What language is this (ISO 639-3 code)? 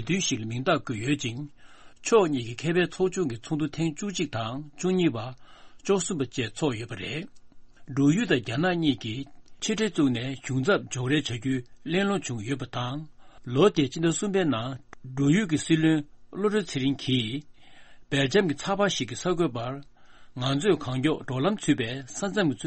bod